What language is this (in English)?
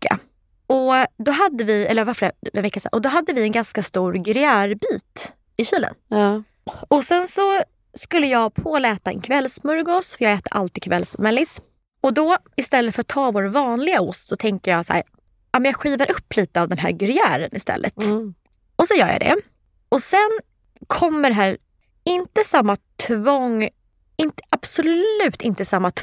Swedish